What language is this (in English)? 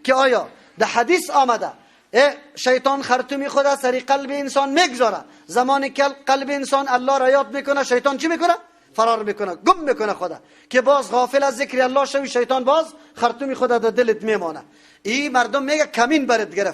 Persian